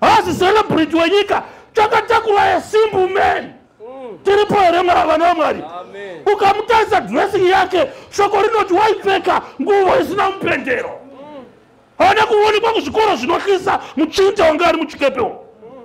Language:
Shona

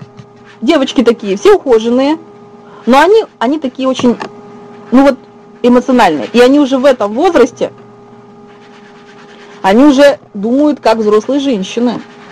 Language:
Russian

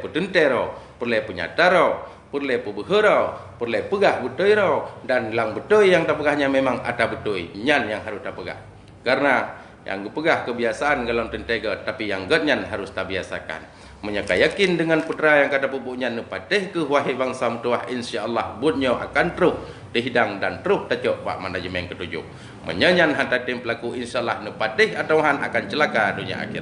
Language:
Achinese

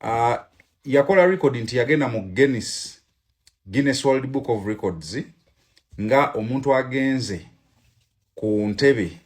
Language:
Ganda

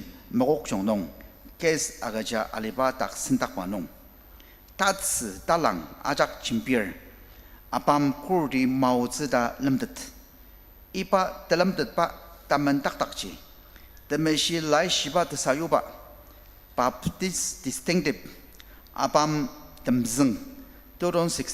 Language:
Ao Naga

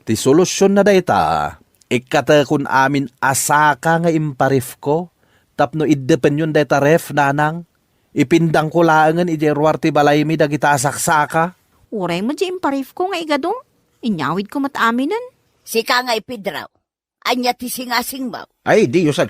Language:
Iloko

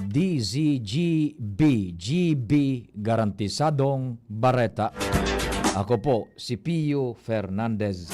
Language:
Bikol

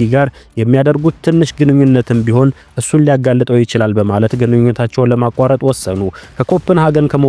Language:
Amharic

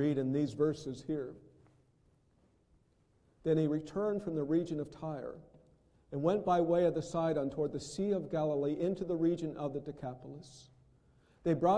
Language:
English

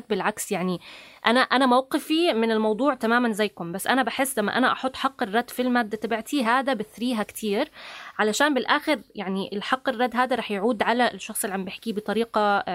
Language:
North Levantine Arabic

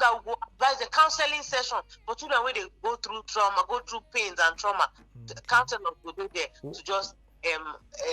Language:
Nigerian Pidgin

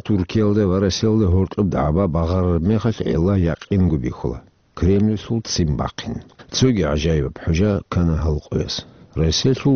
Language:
Avaric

